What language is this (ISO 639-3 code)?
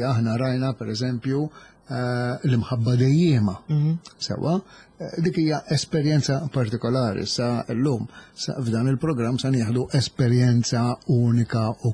mlt